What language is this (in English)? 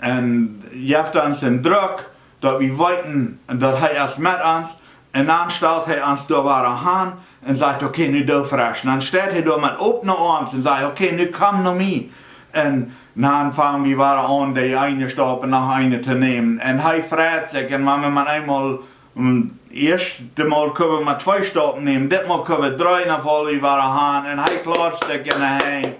Plautdietsch